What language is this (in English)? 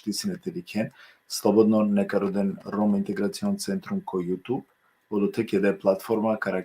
Balkan Romani